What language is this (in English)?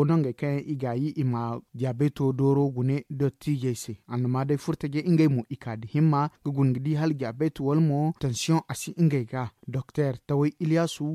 Zarma